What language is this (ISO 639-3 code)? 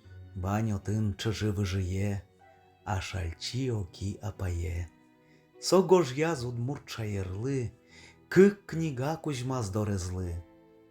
udm